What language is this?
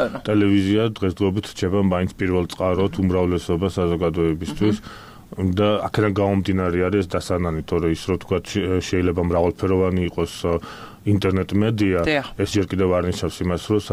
Georgian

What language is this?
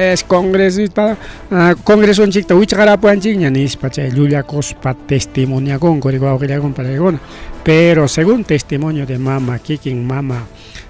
Ayacucho Quechua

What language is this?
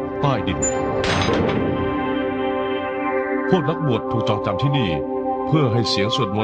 Thai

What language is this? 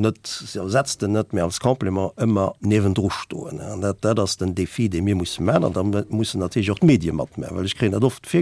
Luxembourgish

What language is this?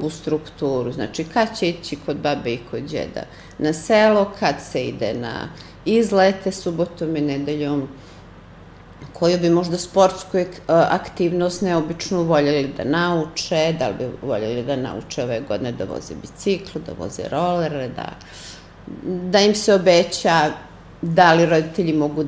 Serbian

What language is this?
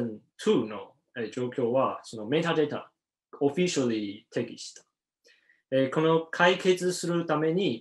Japanese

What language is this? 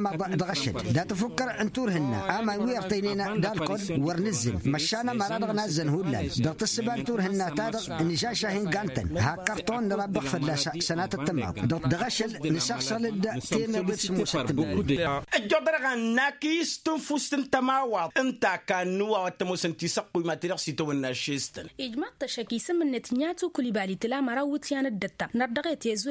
Tamasheq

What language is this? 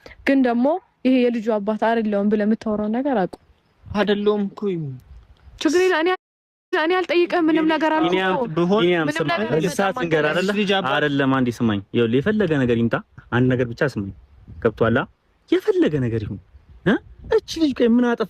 Amharic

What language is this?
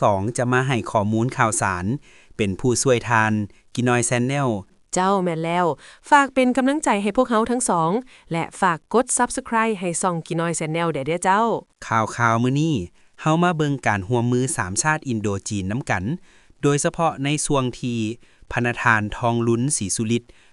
Lao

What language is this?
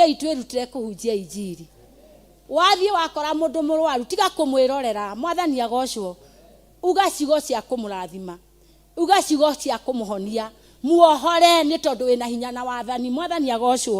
Kikuyu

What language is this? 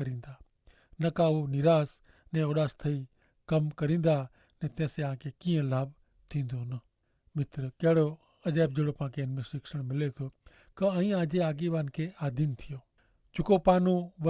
Kachhi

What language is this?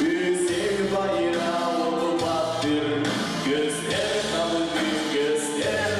Gagauz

